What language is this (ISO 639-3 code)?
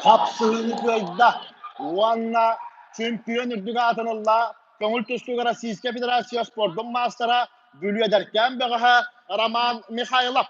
sah